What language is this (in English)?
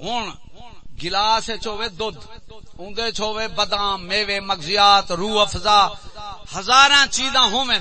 Saraiki